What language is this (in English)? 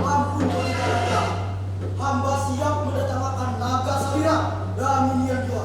Banjar